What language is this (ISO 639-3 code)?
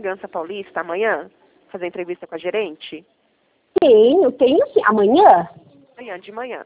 por